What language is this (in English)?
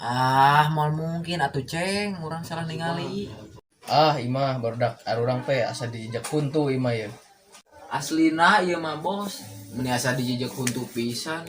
Sundanese